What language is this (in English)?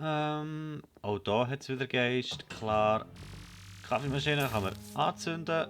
Swiss German